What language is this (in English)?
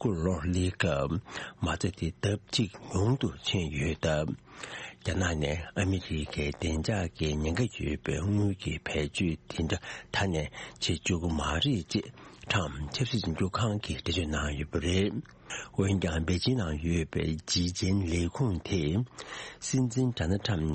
Tibetan